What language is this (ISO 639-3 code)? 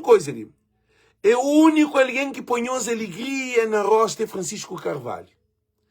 kea